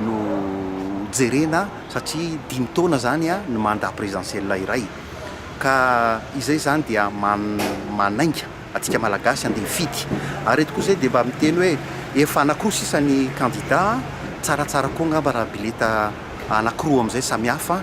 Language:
Malagasy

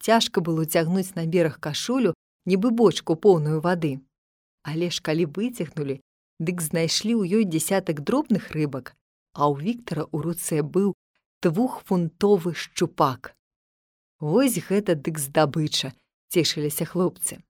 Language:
Belarusian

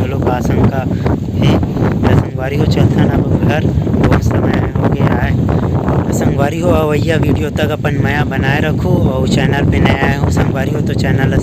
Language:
Chhattisgarhi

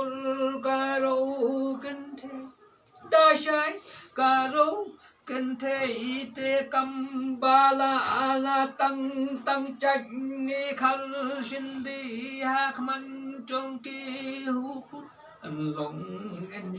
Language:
Khasi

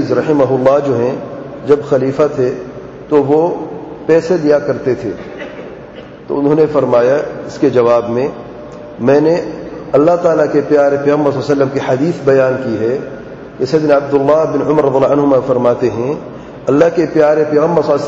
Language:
Urdu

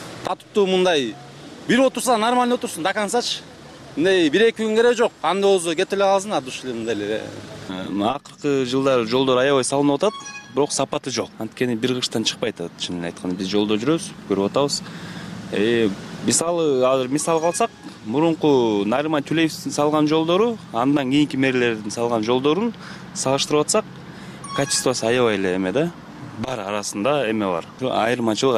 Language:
Kyrgyz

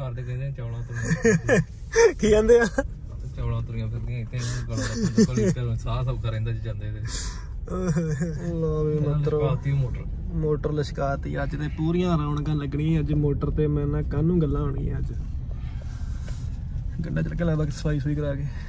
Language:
Punjabi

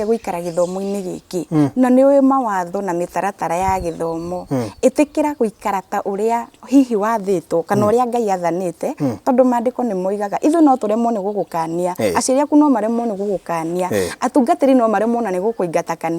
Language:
Kikuyu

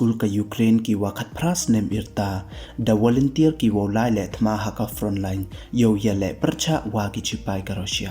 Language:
Pnar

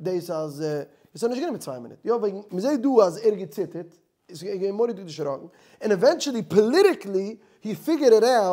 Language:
Yiddish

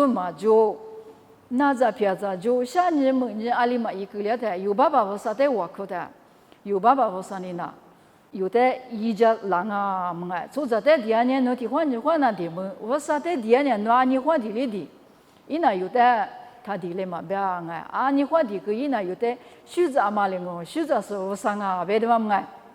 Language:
Lisu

